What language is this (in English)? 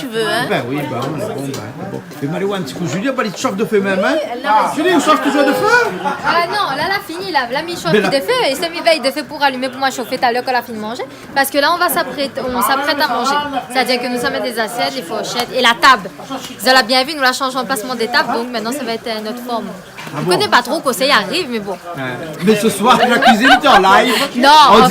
Réunion Creole French